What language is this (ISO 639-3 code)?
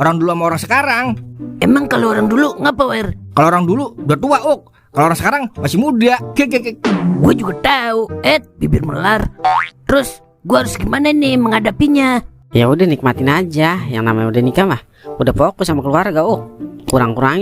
bew